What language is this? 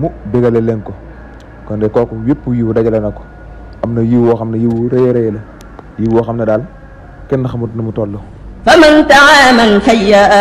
Wolof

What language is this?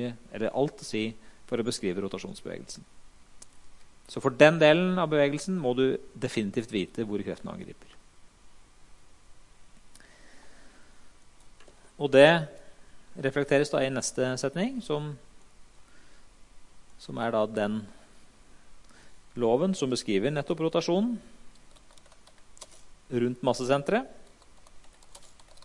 Norwegian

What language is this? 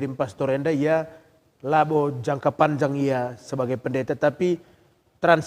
Batak Karo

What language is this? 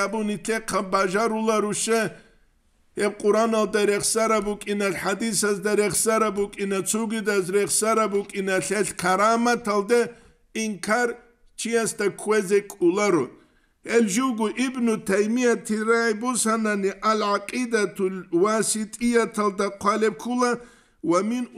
Avaric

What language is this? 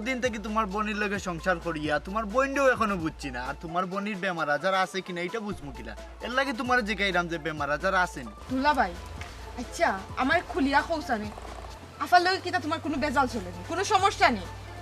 Sylheti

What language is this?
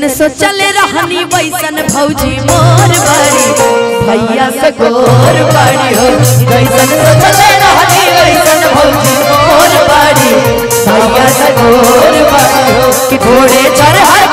Bhojpuri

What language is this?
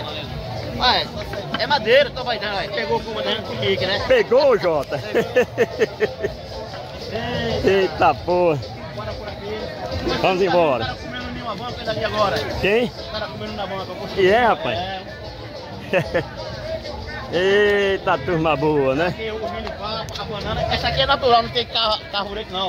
Portuguese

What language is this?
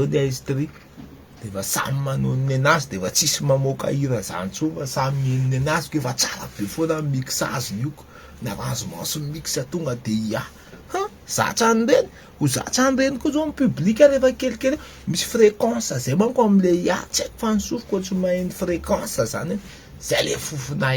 Malagasy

